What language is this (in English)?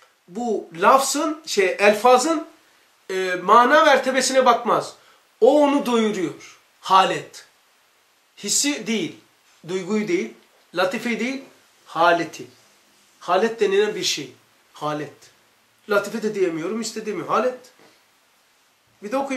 Turkish